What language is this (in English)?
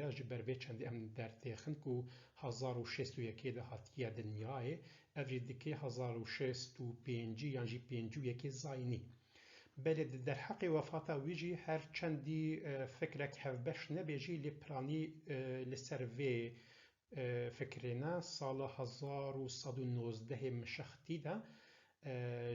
Kurdish